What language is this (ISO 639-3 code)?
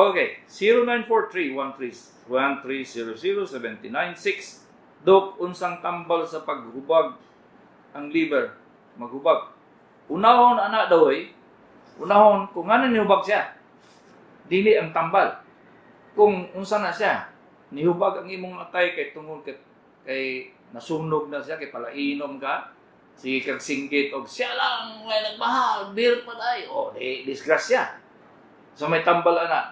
ceb